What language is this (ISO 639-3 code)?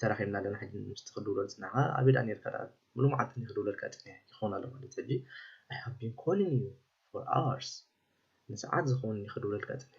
tir